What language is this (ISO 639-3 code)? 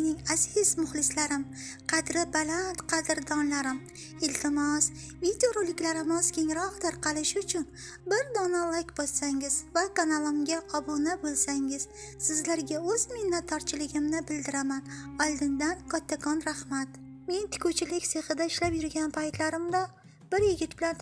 uzb